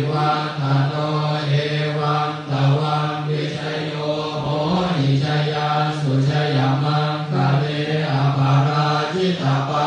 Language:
Pali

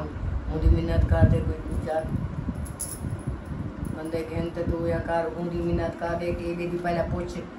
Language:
Hindi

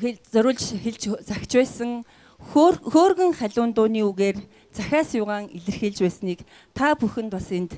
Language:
Mongolian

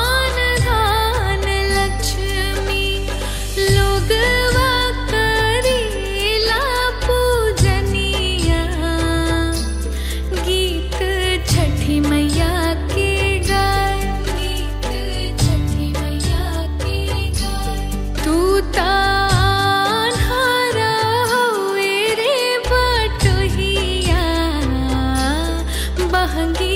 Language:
Bhojpuri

